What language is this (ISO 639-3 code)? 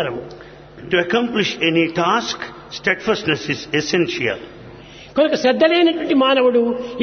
tel